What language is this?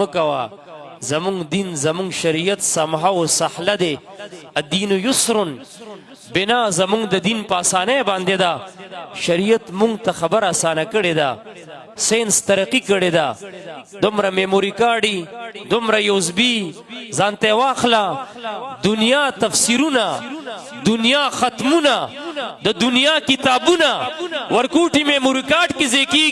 Pashto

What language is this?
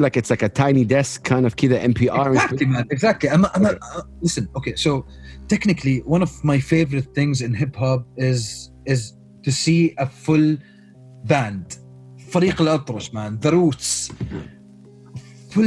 English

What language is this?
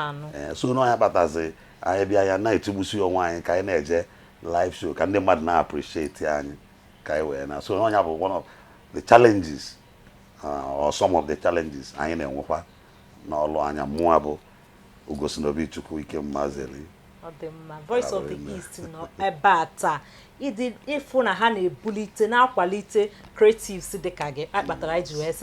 Igbo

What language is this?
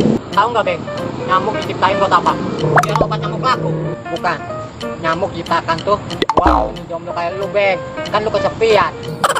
Betawi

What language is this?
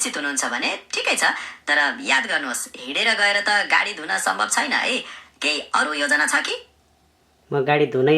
Nepali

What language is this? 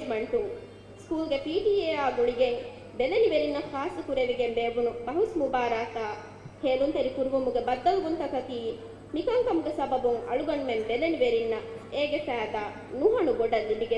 Divehi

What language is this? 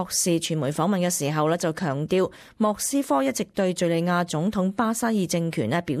Cantonese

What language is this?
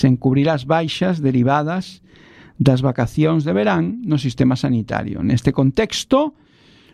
Galician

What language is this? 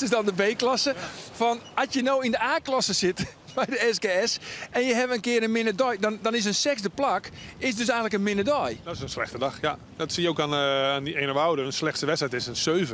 Western Frisian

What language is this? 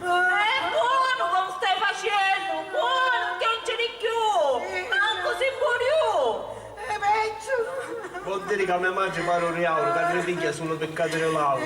Sicilian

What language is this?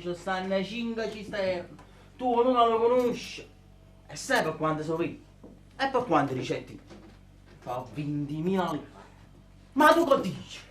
Neapolitan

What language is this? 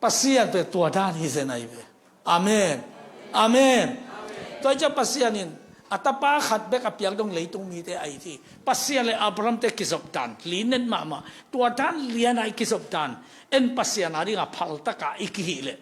Tedim Chin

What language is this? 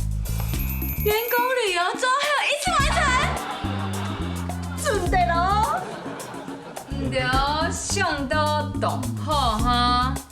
Hakka Chinese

